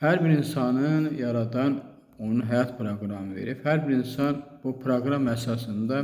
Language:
Azerbaijani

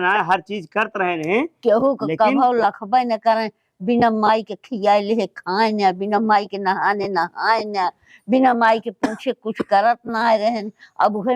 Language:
Awadhi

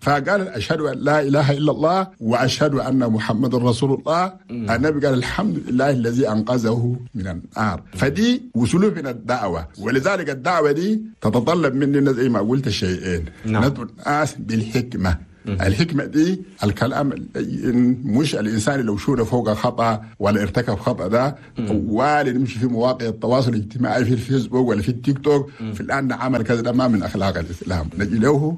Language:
Chadian Arabic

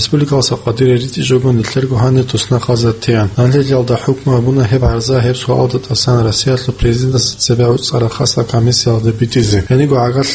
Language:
Avaric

